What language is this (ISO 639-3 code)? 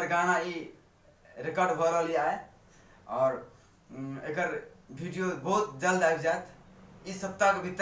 mai